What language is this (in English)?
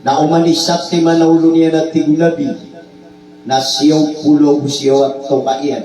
Maranao